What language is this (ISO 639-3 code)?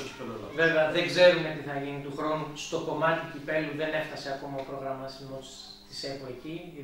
ell